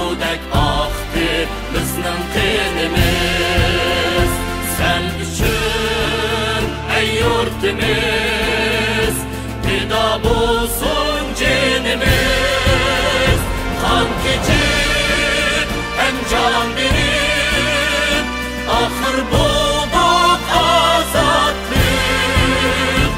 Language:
Uyghur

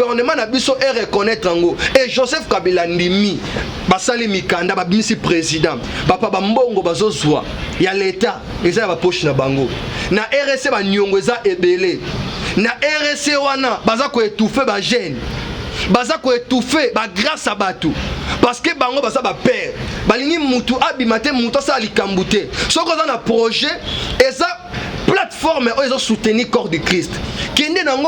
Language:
Lingala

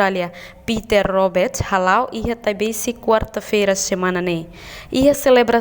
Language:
Tetum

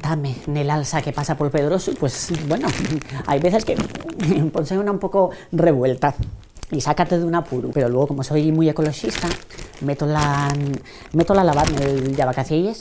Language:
Asturian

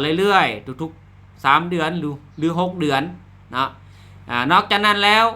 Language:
Lao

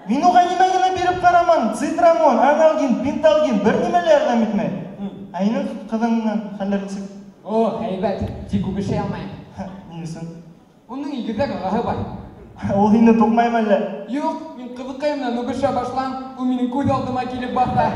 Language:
Bashkir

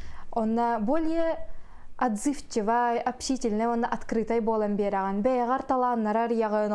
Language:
Yakut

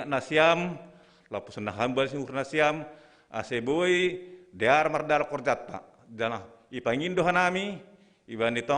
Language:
Batak Simalungun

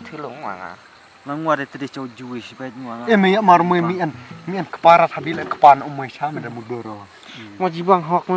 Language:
Khasi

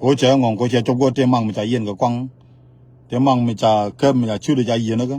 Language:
Nuer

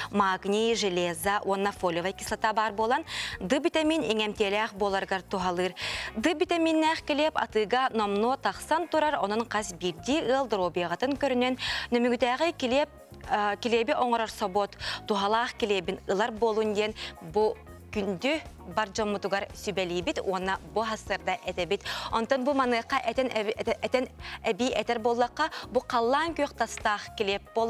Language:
Yakut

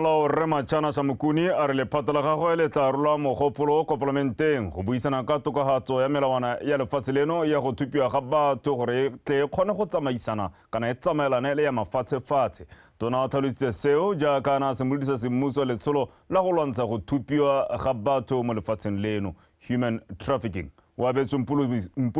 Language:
Tswana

